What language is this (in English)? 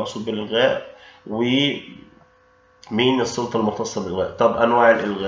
Egyptian Arabic